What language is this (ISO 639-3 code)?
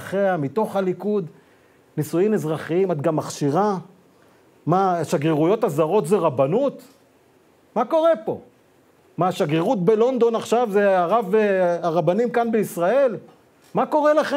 heb